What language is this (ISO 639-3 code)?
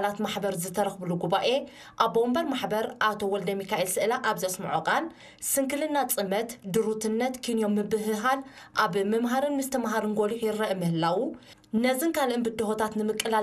tir